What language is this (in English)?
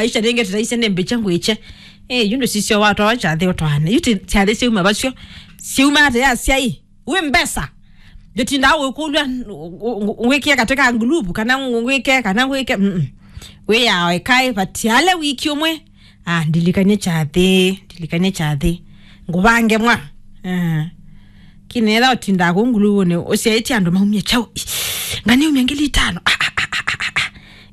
Kamba